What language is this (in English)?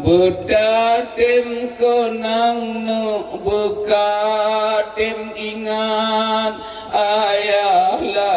Achinese